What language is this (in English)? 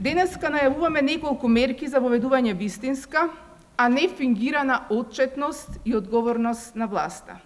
Macedonian